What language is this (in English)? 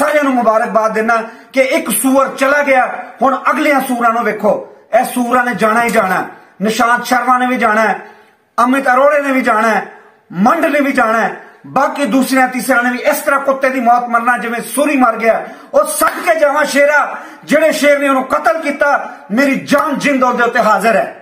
Punjabi